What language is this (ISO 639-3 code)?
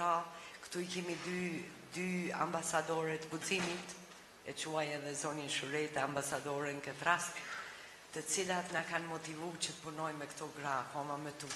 sqi